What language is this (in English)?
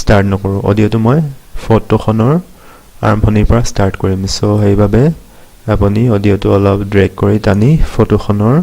Assamese